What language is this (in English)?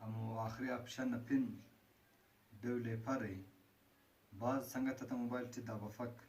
Brahui